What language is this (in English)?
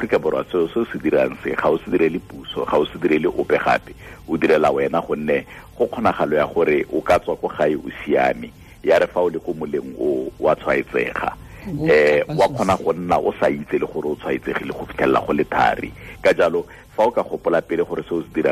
Tswana